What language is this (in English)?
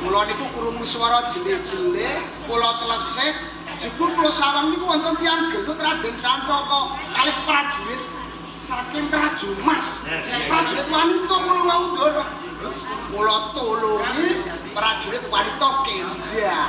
Javanese